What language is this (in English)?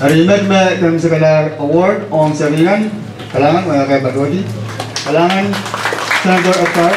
Pohnpeian